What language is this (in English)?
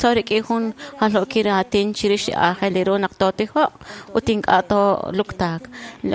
Kekchí